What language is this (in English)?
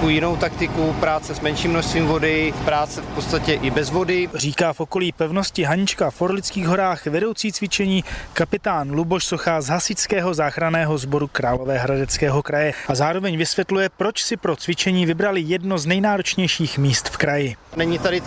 Czech